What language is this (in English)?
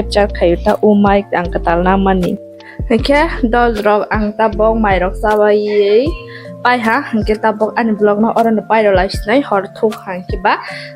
Kok Borok